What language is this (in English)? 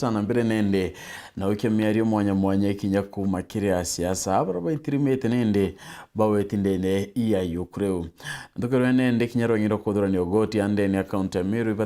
Meru